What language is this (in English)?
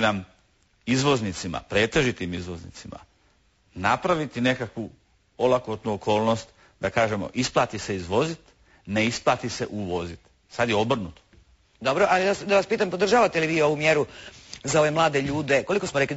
Croatian